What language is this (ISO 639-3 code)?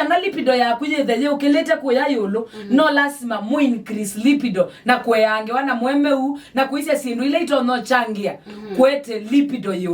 kam